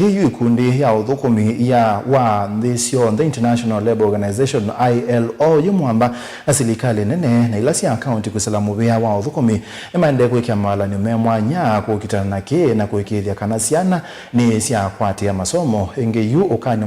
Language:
Kamba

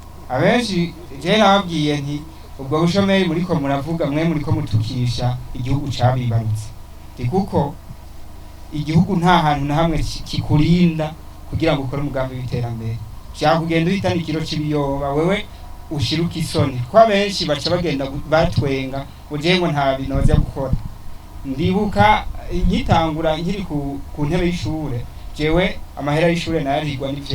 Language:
Rundi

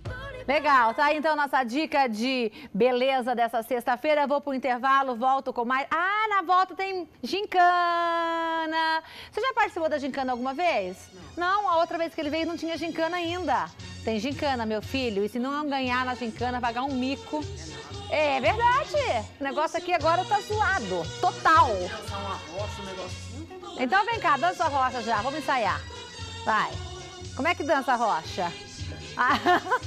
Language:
Portuguese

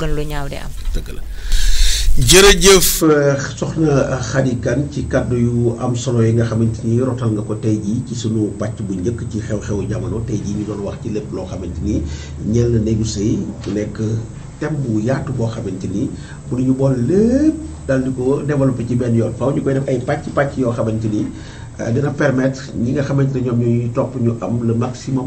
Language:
Wolof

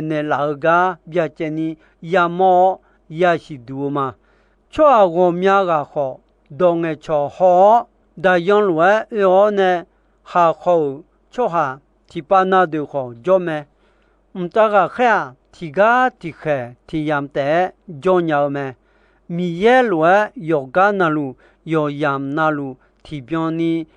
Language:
Akha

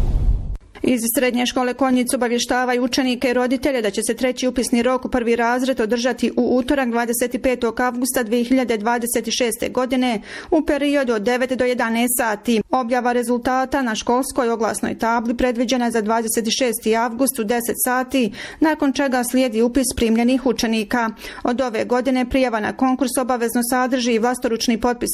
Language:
Bosnian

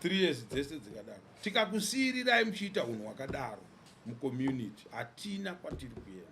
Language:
Shona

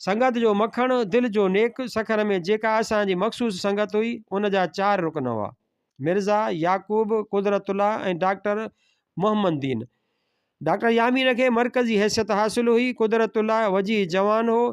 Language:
Sindhi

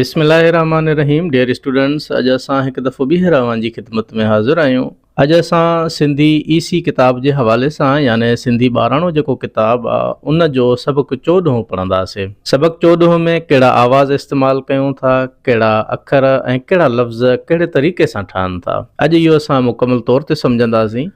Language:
Sindhi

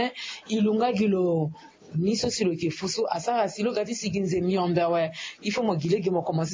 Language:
Sango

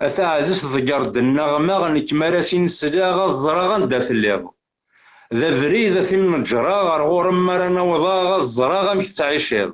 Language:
Kabyle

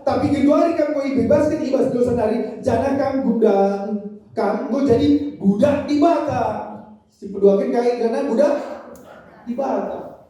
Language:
Batak Karo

